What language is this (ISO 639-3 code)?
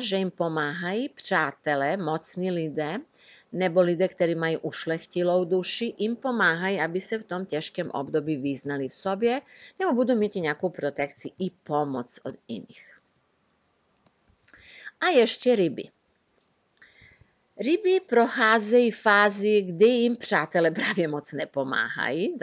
ces